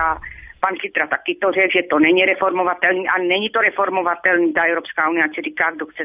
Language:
Czech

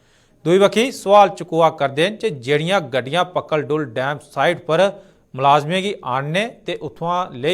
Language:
Dogri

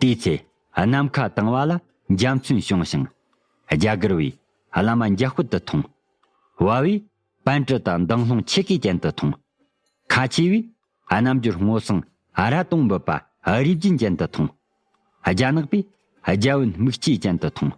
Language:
Tibetan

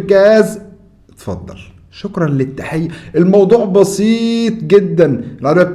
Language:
Egyptian Arabic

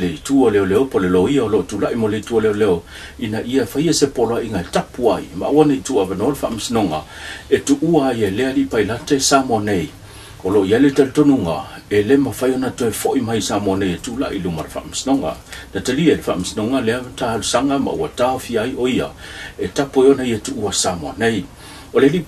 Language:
Samoan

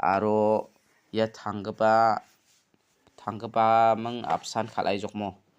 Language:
Garo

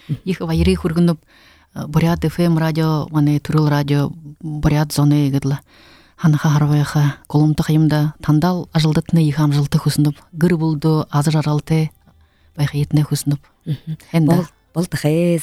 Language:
Buriat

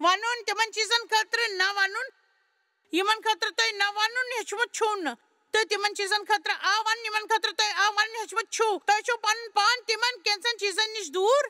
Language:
Kashmiri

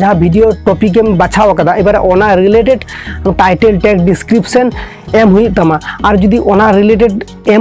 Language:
Santali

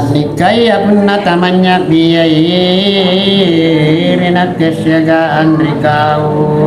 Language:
Makasar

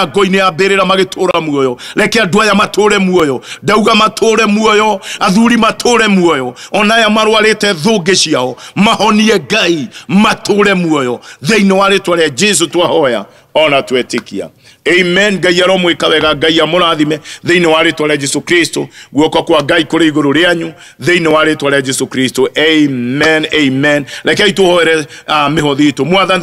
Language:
Kikuyu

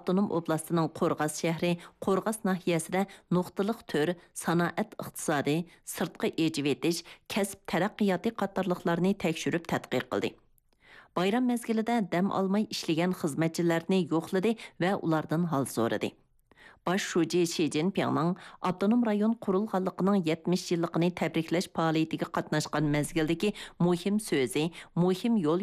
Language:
Uyghur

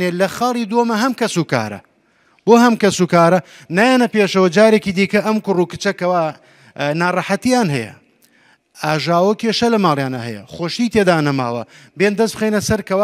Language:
Central Kurdish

